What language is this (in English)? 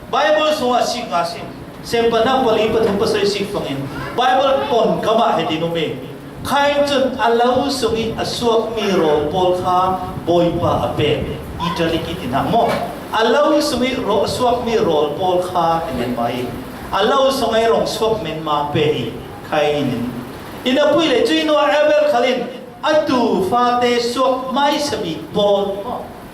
Falam Chin